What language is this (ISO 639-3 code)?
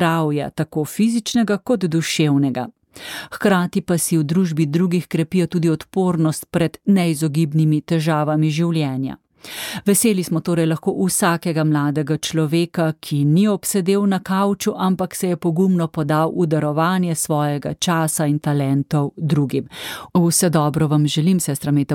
slv